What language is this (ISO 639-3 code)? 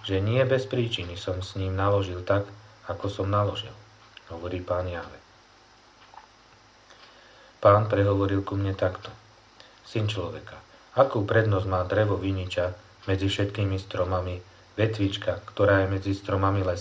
slk